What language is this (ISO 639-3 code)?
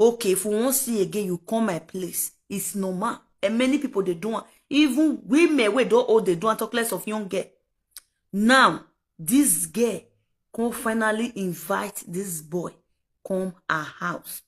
pcm